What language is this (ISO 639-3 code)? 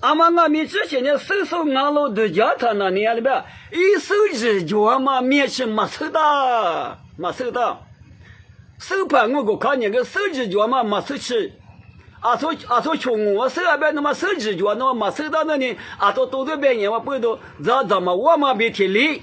lis